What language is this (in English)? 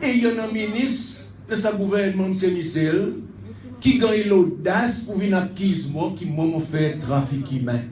Seselwa Creole French